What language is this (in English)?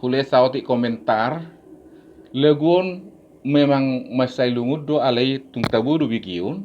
Batak Toba